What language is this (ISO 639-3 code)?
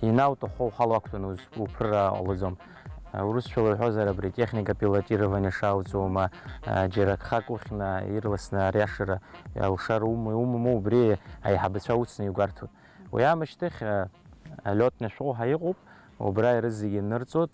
abk